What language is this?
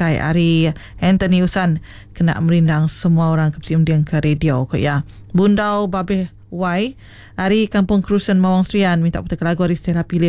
Iban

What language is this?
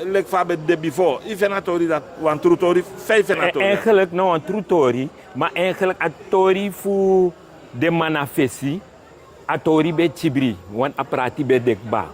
Sranan Tongo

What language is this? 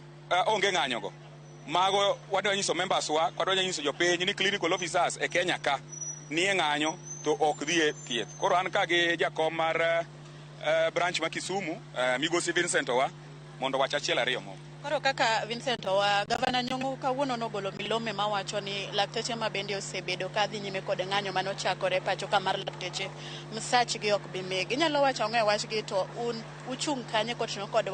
Luo (Kenya and Tanzania)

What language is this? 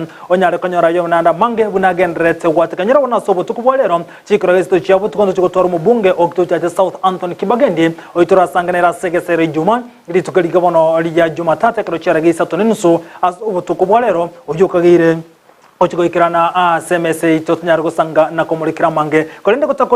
Gusii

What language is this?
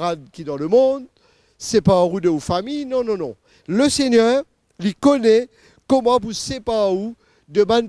Morisyen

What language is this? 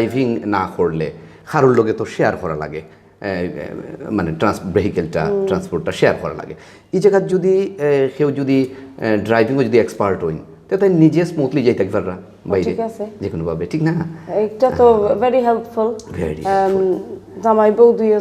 Sylheti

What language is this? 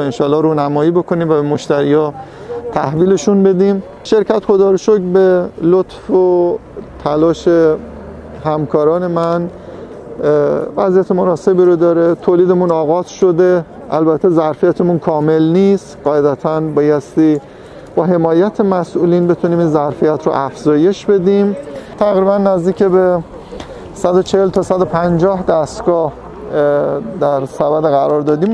Persian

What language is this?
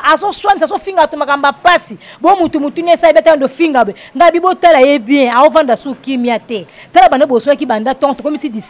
Lingala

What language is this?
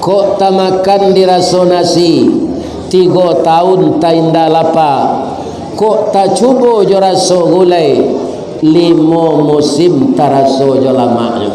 Minangkabau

